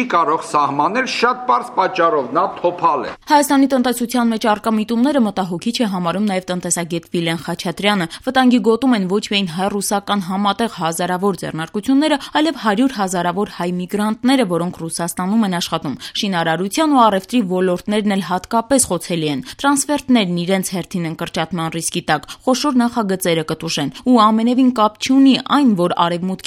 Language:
Armenian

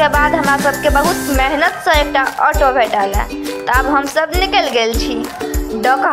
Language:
Maithili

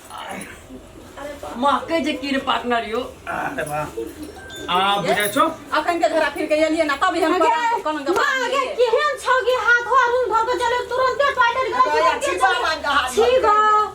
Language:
Maithili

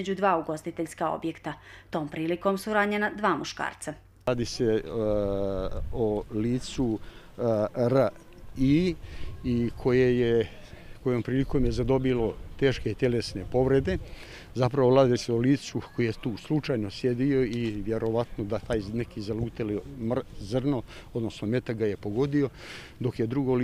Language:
Bosnian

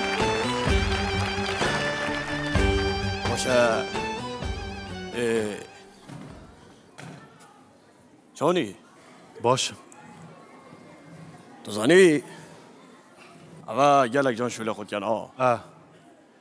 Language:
Kurdish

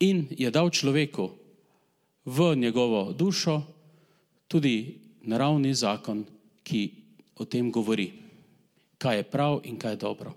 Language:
Slovenian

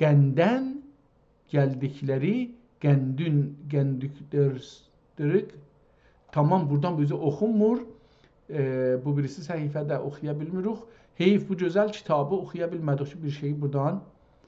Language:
South Azerbaijani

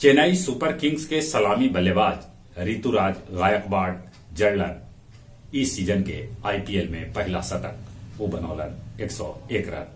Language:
Magahi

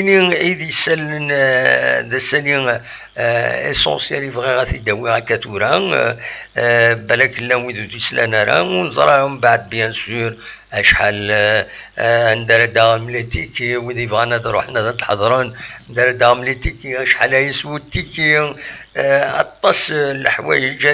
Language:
Kabyle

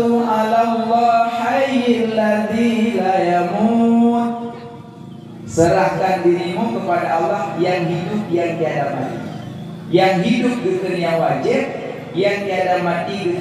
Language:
Achinese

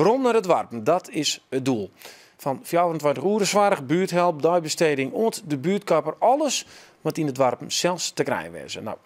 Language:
Western Frisian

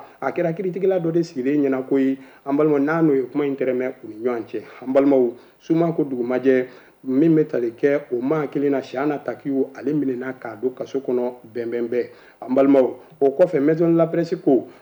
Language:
Bambara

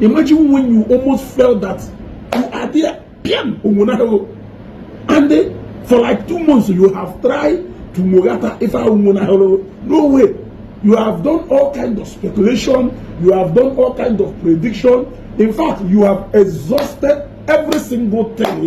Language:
Igbo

